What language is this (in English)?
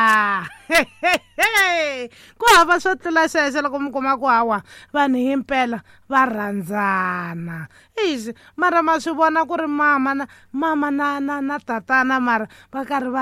Tsonga